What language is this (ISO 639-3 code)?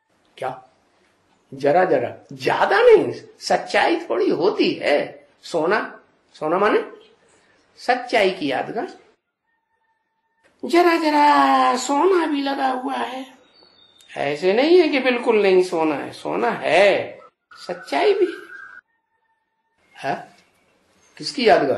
hin